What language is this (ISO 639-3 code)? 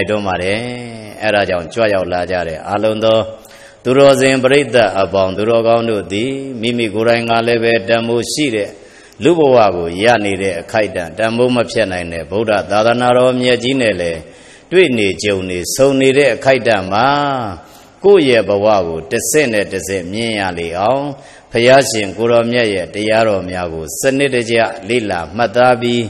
mya